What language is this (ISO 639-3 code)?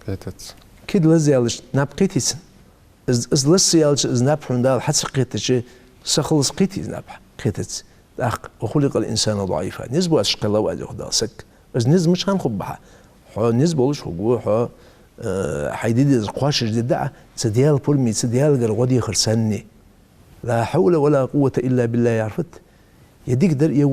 inh